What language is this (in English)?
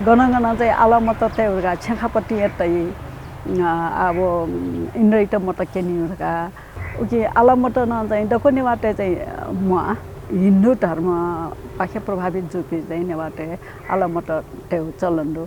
Newari